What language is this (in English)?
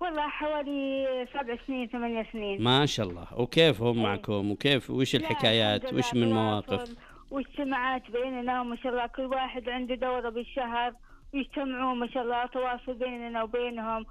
Najdi Arabic